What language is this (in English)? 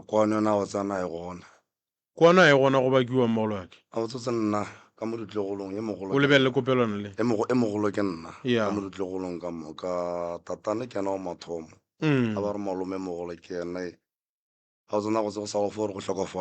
Northern Sotho